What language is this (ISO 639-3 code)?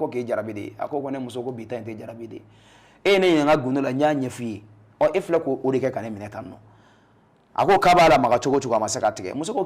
bam